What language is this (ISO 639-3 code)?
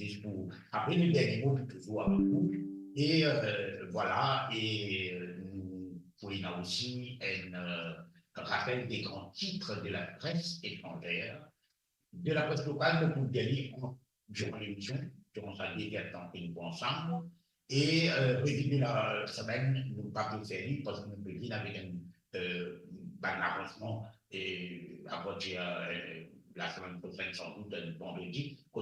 mfe